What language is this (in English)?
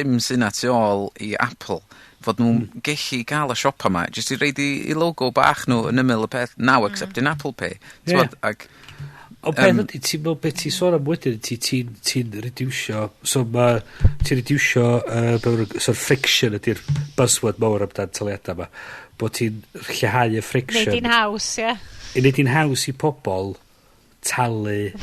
Welsh